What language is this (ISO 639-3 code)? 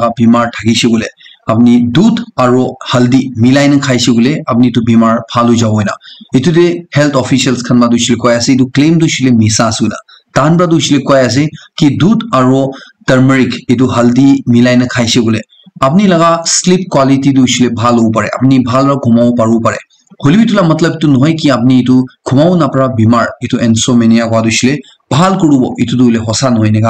nag